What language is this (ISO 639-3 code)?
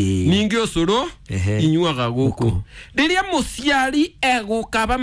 kik